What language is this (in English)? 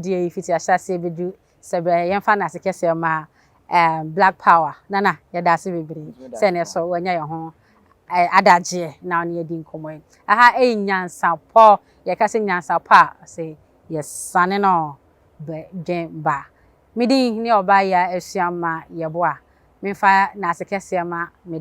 Akan